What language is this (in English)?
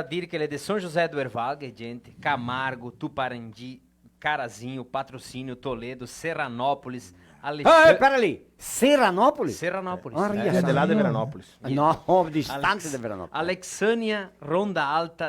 Venetian